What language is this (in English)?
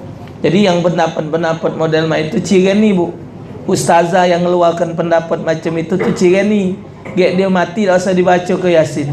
Musi